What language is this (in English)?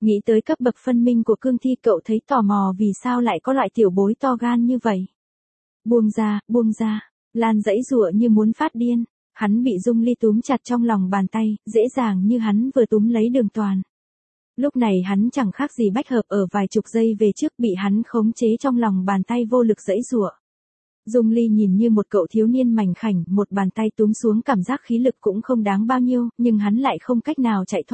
Vietnamese